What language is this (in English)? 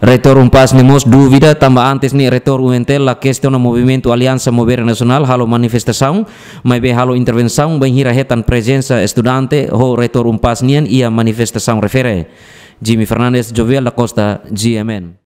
Tetum